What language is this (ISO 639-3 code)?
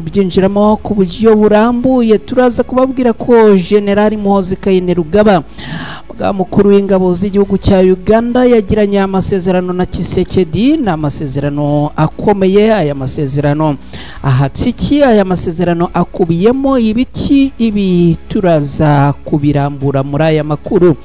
kin